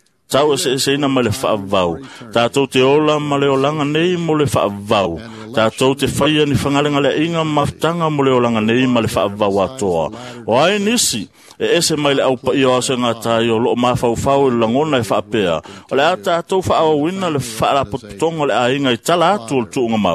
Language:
Samoan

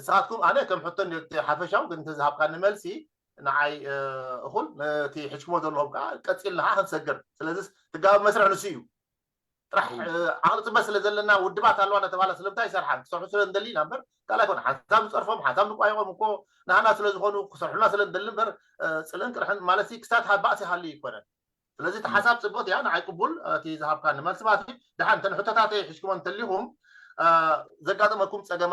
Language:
Tigrinya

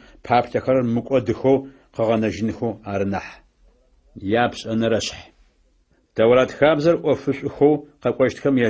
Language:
Adyghe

